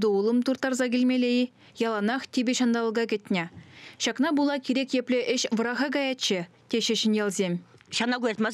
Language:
Chuvash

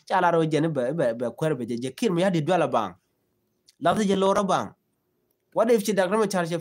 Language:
Nuer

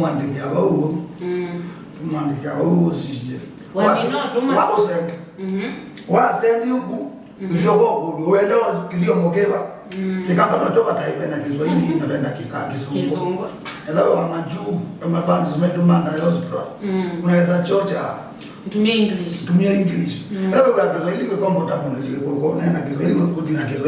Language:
Kamba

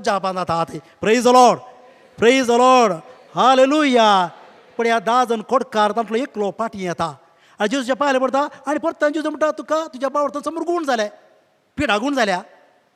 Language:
Konkani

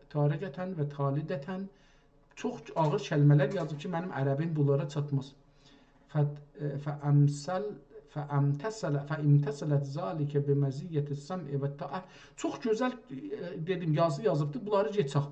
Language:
South Azerbaijani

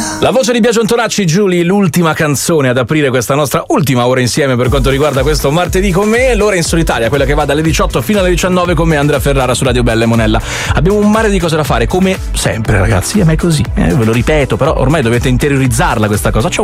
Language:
Italian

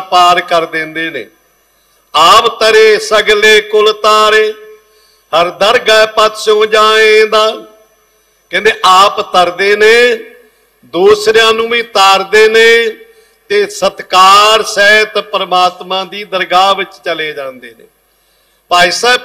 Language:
Punjabi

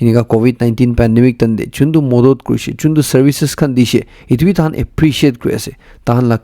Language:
Naga Pidgin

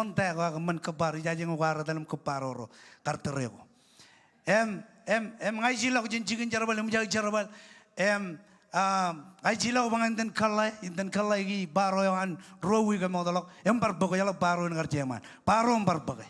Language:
Marshallese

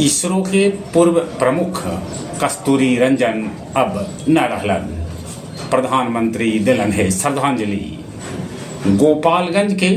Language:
Magahi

